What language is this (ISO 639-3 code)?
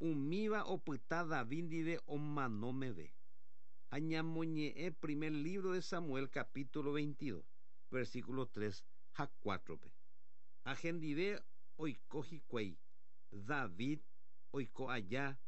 grn